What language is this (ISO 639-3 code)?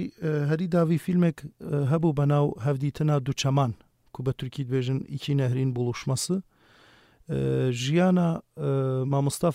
kur